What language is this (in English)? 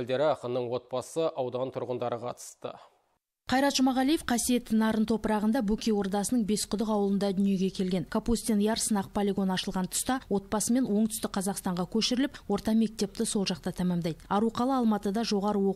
Kazakh